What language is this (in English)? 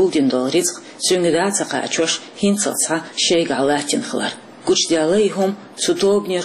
Chechen